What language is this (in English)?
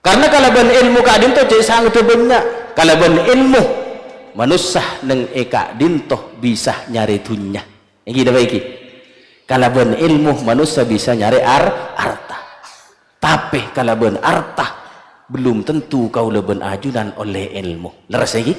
Madurese